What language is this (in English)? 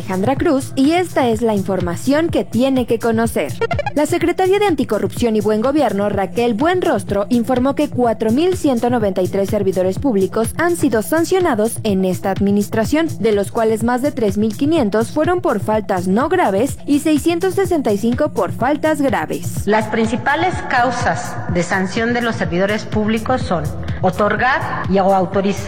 Spanish